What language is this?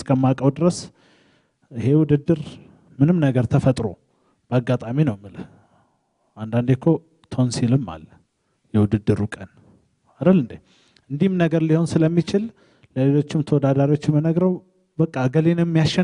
Amharic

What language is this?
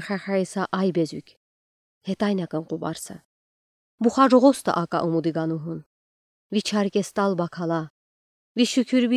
Udi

